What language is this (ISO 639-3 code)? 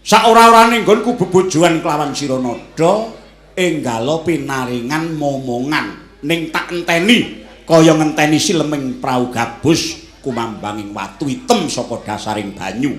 jav